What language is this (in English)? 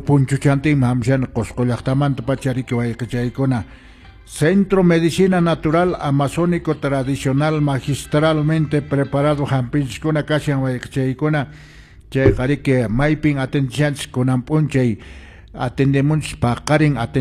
Quechua